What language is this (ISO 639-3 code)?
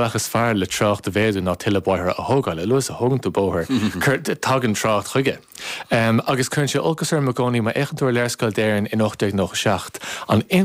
gle